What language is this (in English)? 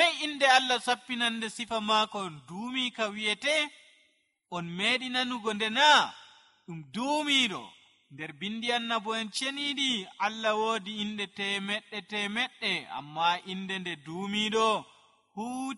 Nigerian Fulfulde